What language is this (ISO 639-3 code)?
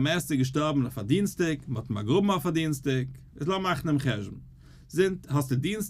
yid